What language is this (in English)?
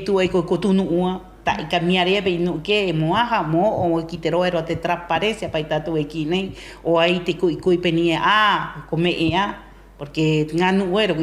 Rapanui